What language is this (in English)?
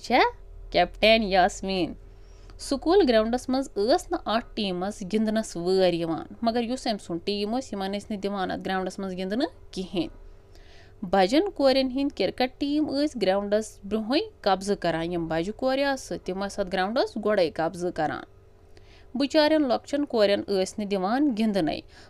Kashmiri